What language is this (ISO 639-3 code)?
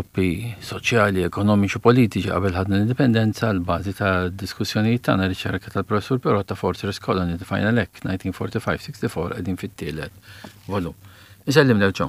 mlt